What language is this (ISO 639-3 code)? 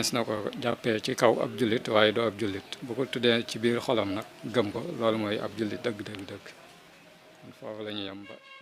wol